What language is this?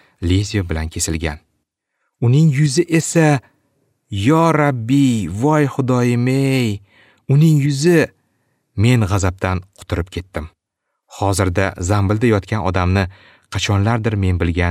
Uzbek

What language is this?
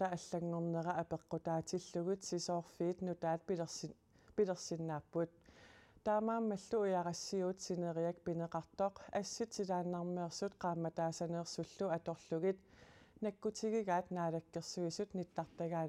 Kalaallisut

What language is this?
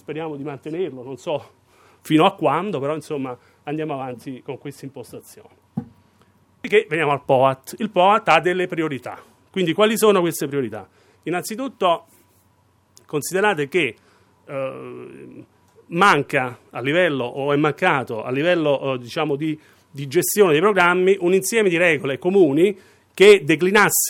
Italian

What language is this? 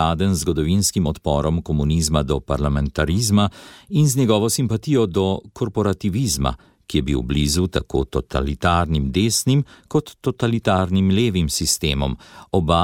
Slovenian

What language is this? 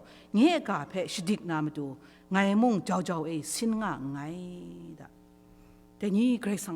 Kachin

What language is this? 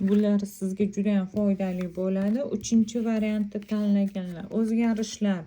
Uzbek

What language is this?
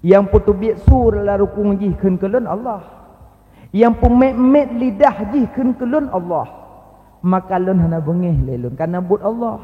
Achinese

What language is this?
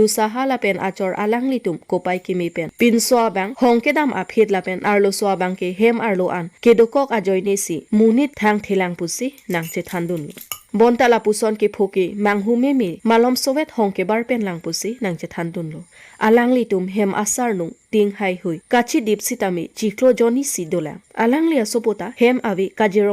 Karbi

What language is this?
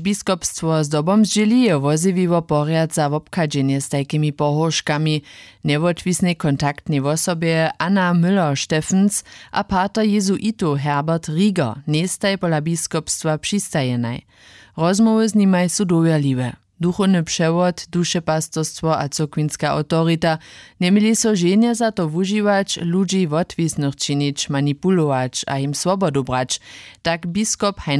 Upper Sorbian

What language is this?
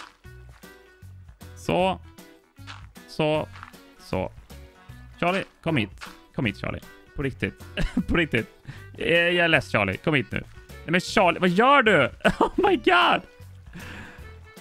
Swedish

